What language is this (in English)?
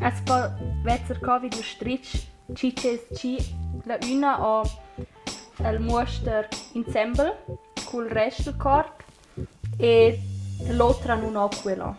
Romansh